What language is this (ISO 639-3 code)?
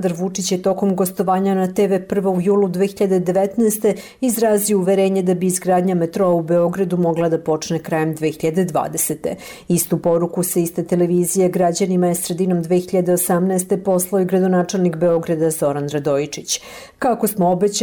srp